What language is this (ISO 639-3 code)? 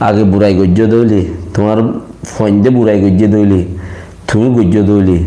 rhg